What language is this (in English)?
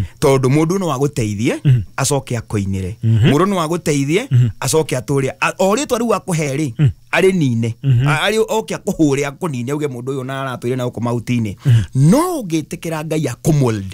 Kikuyu